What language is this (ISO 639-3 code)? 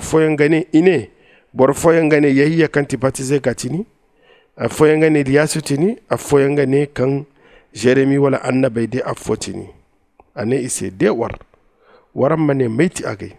dje